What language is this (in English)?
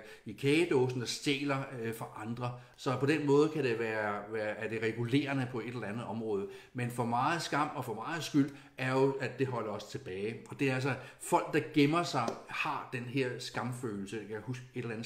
Danish